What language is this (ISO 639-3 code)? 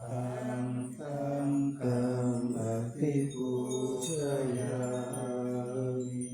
pli